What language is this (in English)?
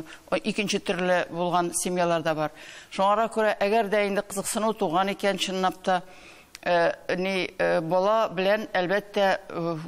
Tatar